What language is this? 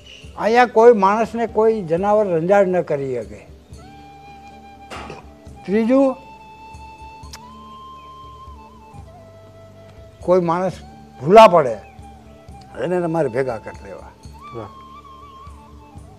Gujarati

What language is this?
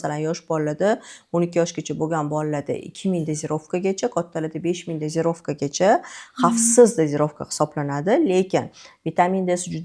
Uzbek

